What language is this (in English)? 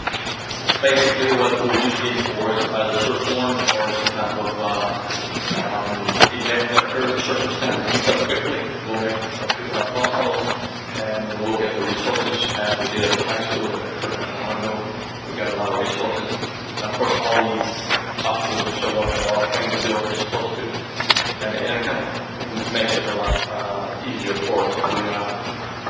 English